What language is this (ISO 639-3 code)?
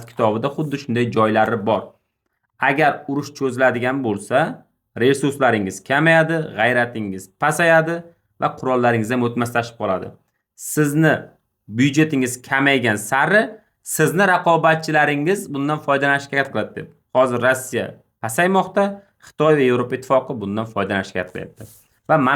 uzb